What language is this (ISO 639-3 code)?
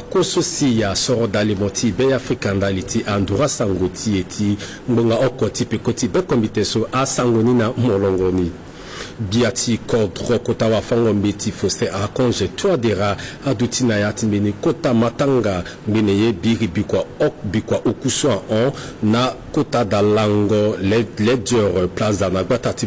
sag